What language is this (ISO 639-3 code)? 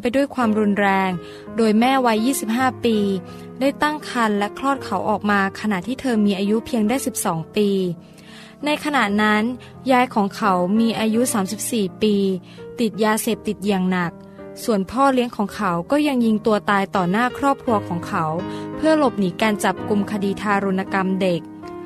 tha